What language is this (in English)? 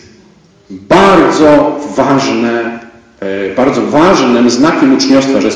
Polish